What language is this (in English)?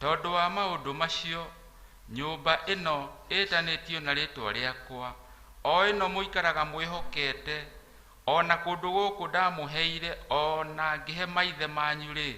Kikuyu